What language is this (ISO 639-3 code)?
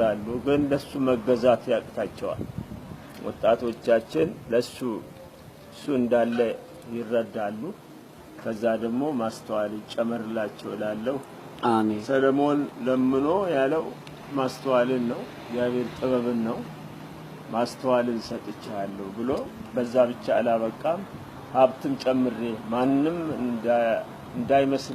amh